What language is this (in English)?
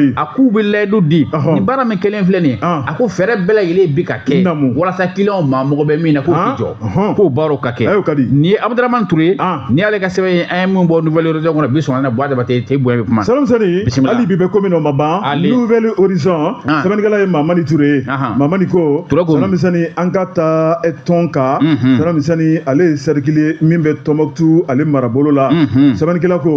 Bambara